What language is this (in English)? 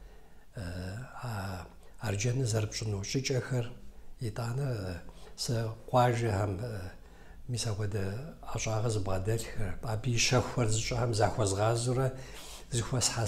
Kabardian